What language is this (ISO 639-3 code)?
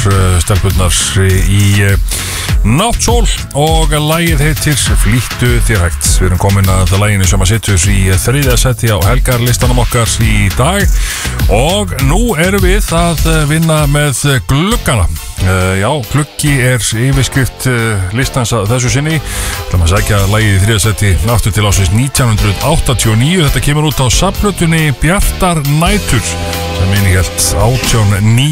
isl